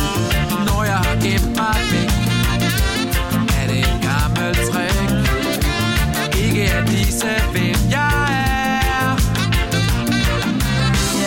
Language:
Danish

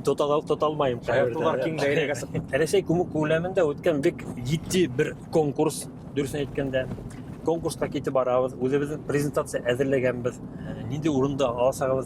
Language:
Bashkir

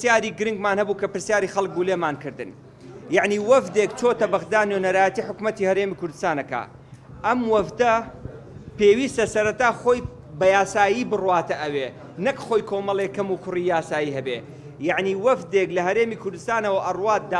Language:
Central Kurdish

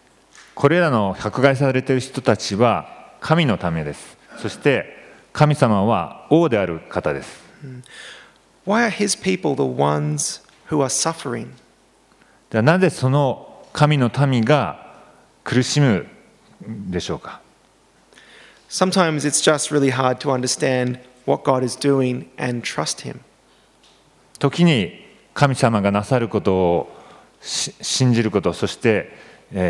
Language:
Japanese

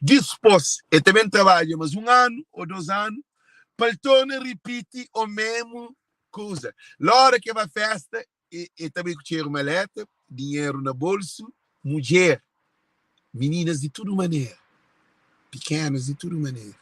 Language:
Kabuverdianu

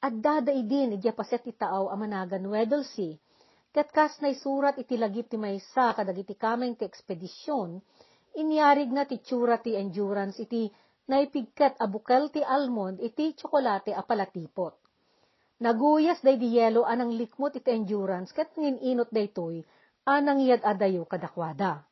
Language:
Iloko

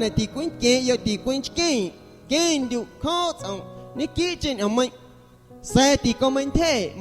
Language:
Guerrero Amuzgo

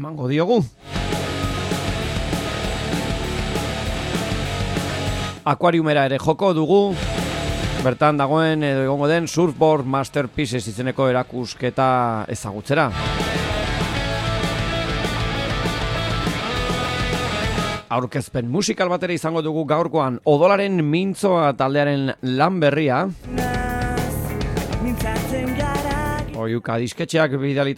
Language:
Basque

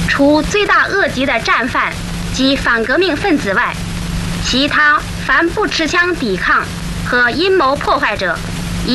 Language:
Chinese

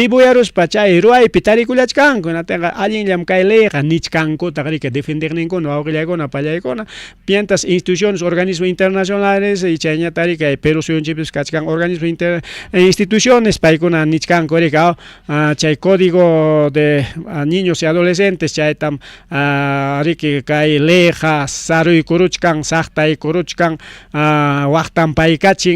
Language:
Ayacucho Quechua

